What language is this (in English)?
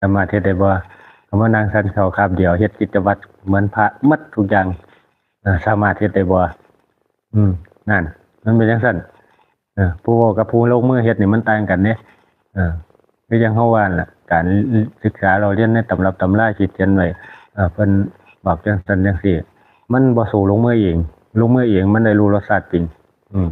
Northeastern Thai